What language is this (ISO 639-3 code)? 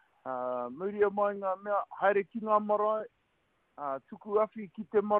mri